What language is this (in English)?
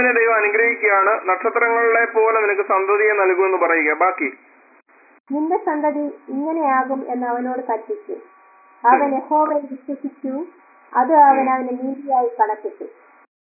Malayalam